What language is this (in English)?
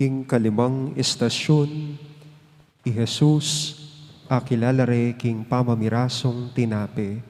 Pampanga